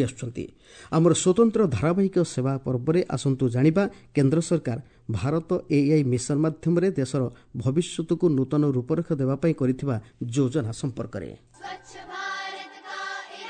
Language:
Odia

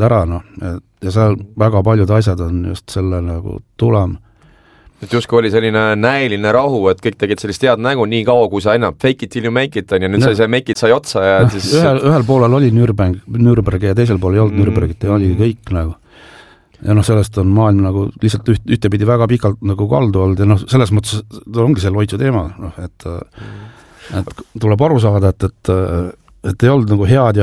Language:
Estonian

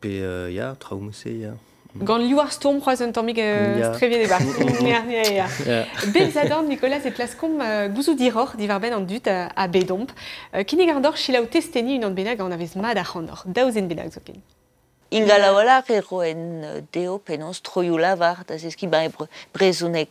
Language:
Breton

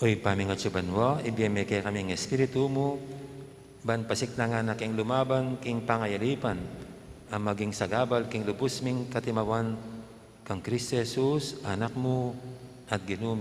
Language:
Pampanga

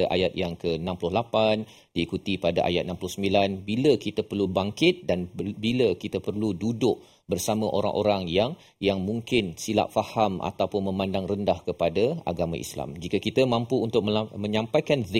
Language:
Malay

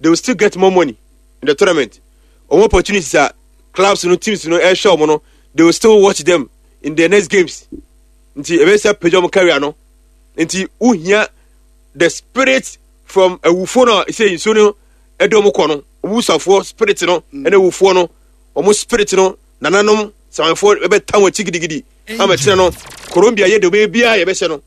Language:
Akan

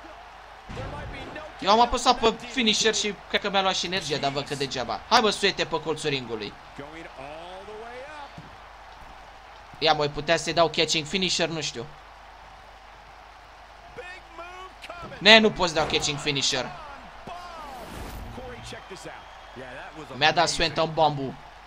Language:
Romanian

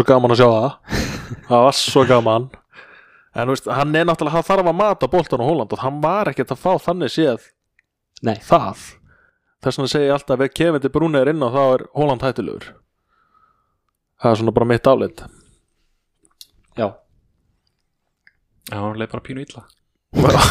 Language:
Icelandic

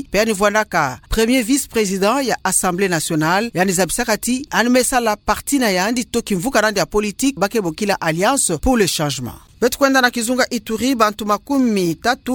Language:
Kituba (Democratic Republic of Congo)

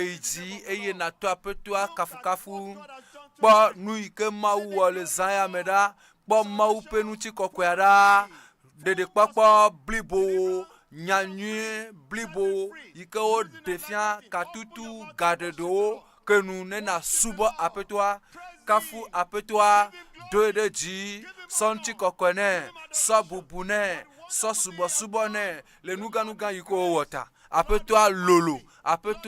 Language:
Ewe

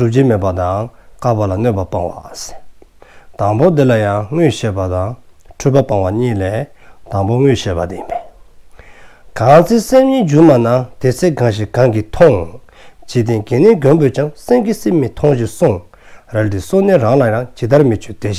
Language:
Dzongkha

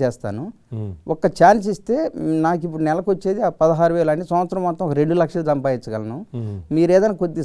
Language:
Telugu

